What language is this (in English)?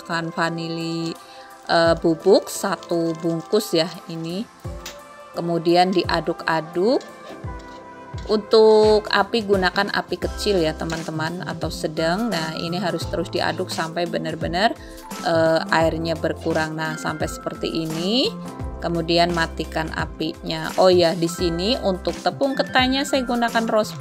Indonesian